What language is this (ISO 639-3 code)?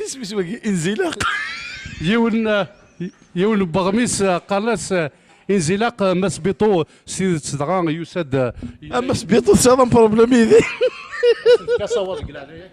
kab